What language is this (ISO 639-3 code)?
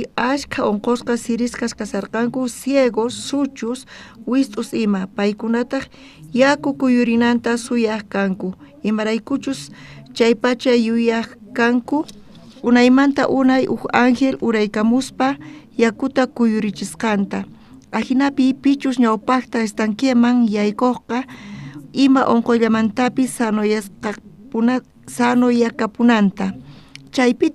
quh